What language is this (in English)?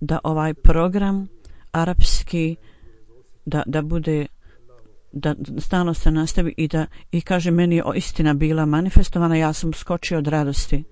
Bosnian